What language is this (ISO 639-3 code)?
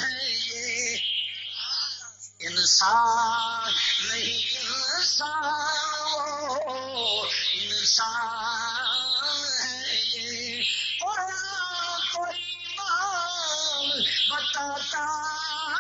urd